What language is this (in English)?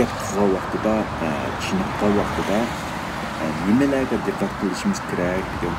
Uyghur